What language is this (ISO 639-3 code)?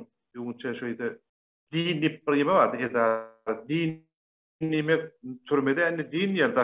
tuk